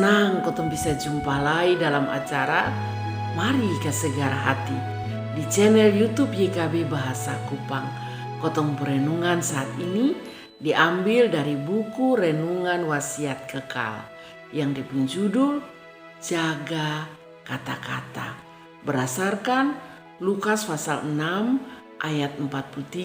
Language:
Kupang Malay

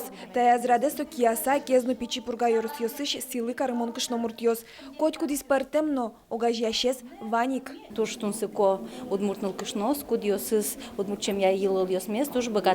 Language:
Udmurt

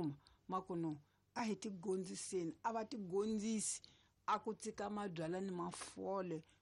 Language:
Tsonga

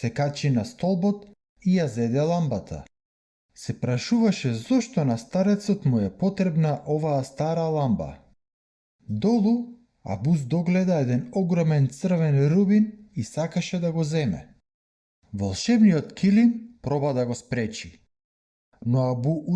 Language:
Macedonian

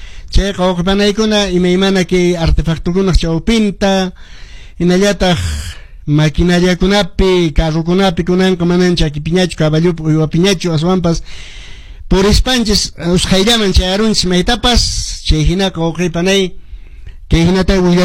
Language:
Quechua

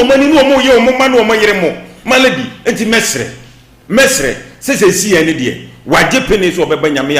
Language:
Akan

